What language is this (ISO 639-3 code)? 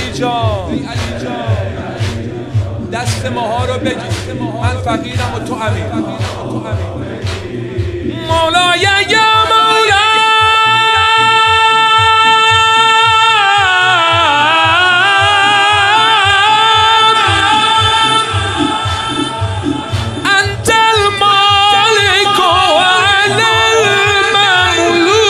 fas